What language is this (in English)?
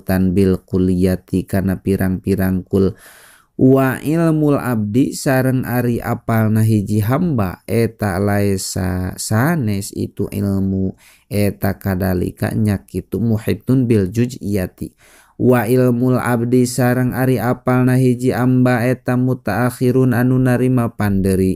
Sundanese